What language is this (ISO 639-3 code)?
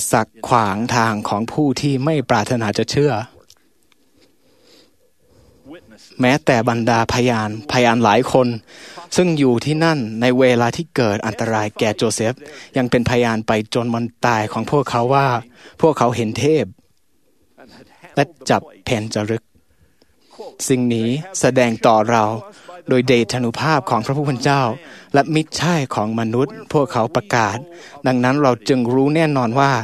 tha